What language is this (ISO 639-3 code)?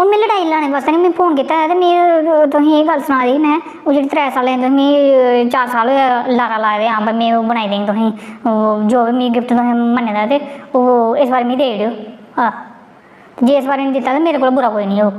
doi